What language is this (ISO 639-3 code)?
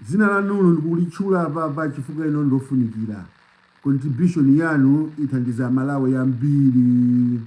nya